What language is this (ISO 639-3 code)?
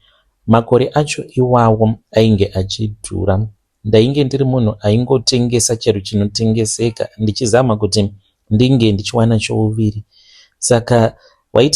sna